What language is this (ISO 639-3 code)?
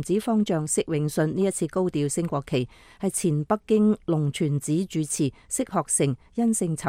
yue